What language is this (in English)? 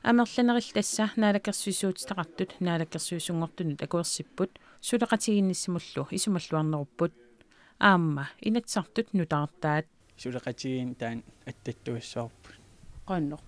Kalaallisut